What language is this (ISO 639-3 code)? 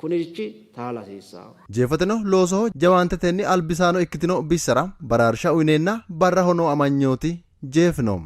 sid